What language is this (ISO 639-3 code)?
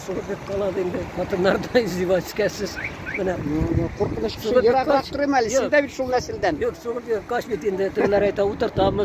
tat